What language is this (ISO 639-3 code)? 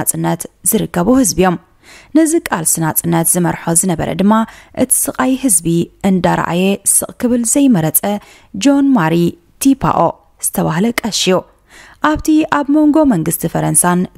tir